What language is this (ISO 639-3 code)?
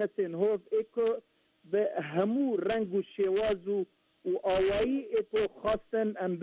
ckb